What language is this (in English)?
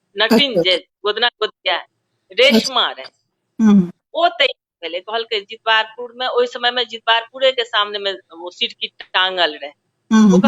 Maithili